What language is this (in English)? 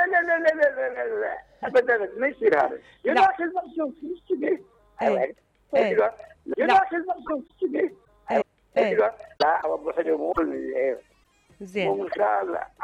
Mesopotamian Arabic